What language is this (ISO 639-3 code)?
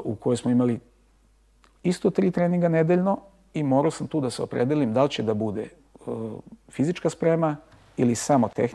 srp